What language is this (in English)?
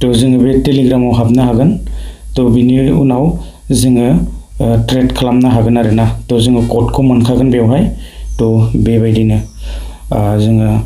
Bodo